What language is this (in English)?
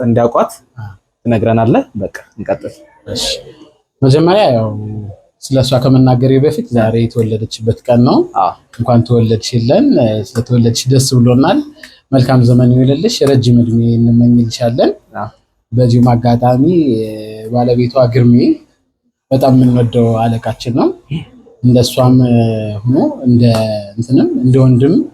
Amharic